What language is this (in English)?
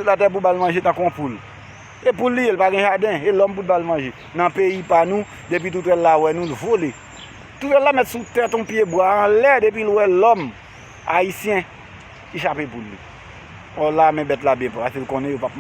Haitian Creole